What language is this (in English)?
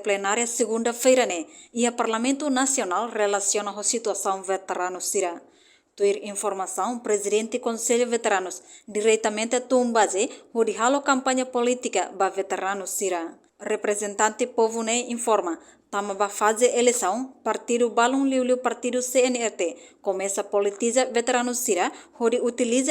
Tetum